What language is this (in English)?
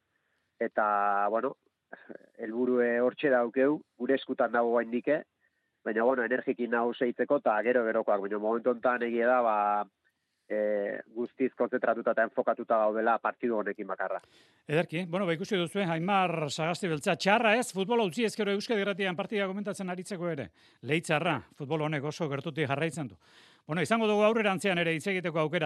Basque